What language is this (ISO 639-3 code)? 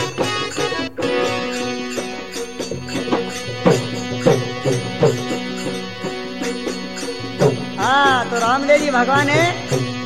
hin